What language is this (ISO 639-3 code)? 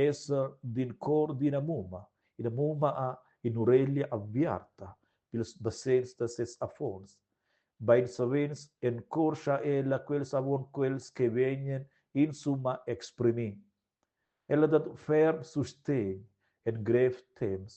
roh